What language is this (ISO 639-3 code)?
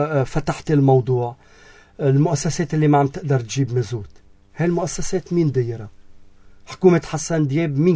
apc